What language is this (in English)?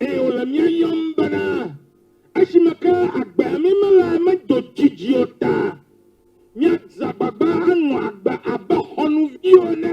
Ewe